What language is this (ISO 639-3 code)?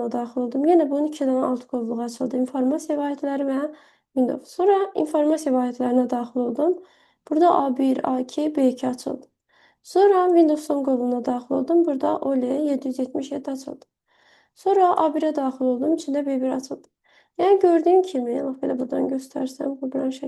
aze